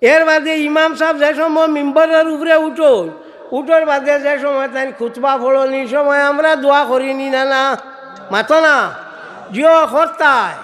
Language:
Sylheti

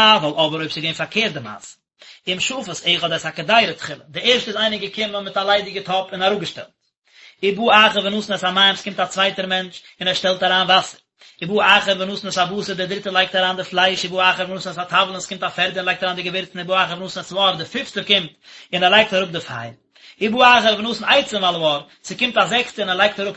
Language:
Yiddish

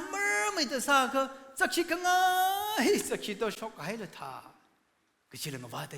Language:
Tangkhul Naga (India)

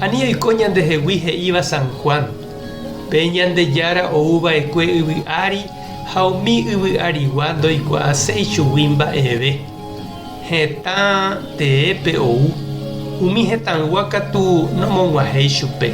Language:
Guarani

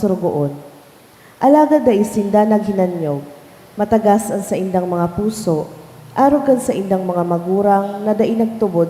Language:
Bikol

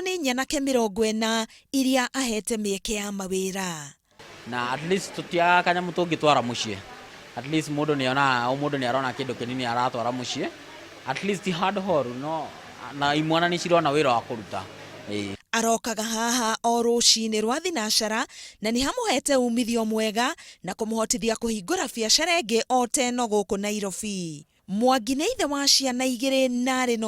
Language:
Kikuyu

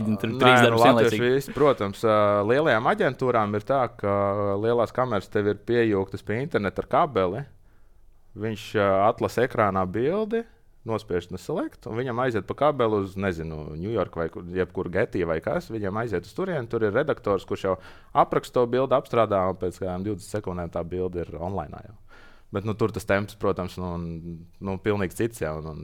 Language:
Latvian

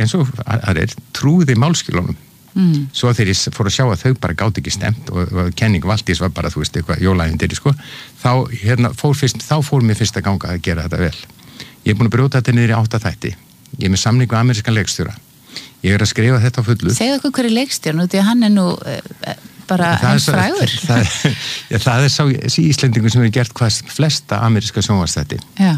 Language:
Icelandic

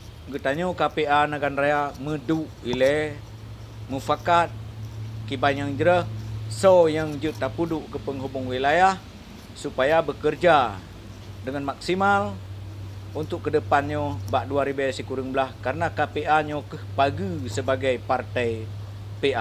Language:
Achinese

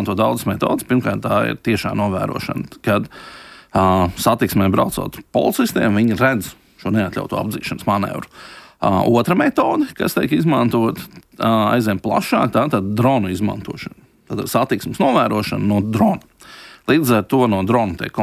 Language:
Latvian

